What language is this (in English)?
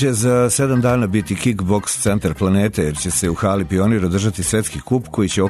Serbian